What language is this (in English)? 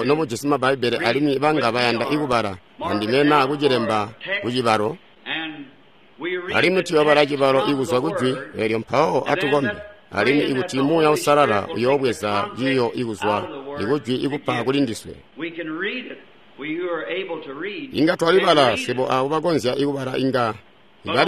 Tonga (Zambia)